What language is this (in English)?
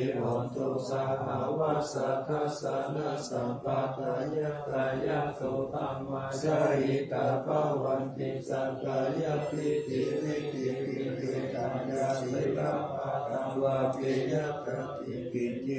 Pali